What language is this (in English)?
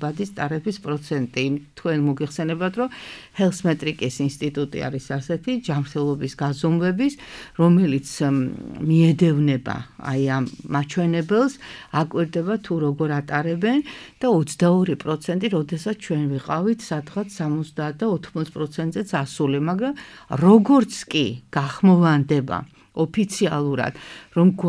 Georgian